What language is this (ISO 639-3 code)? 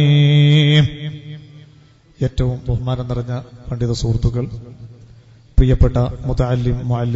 mal